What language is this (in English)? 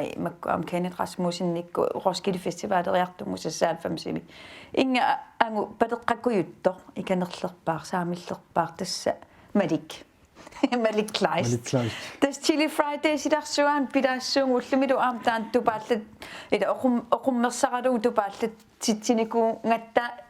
Kalaallisut